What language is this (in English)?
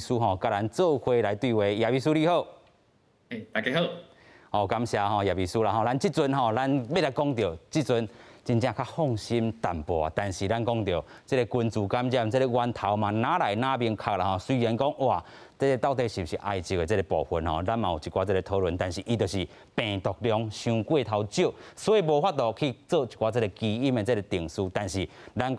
Min Nan Chinese